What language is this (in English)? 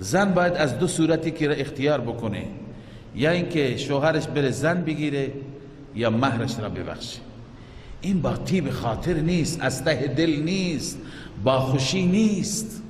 Persian